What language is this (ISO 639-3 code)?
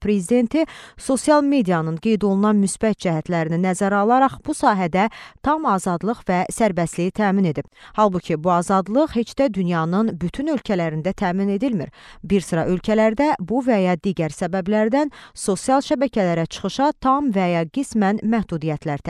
aze